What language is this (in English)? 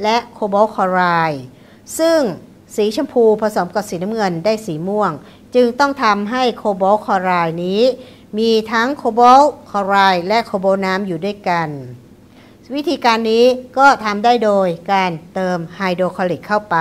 Thai